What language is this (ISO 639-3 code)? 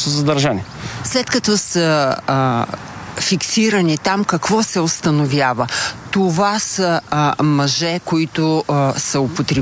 bul